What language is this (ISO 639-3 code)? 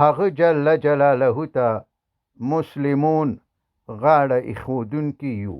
pus